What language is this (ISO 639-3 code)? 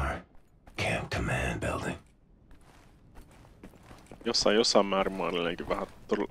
fin